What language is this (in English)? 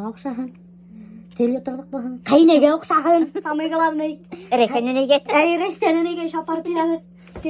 Bashkir